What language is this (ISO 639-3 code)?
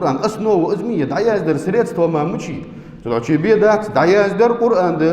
inh